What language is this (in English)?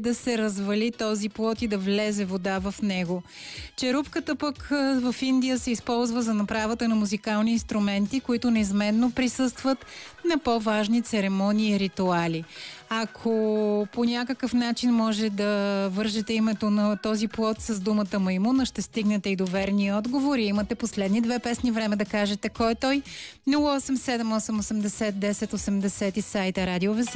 Bulgarian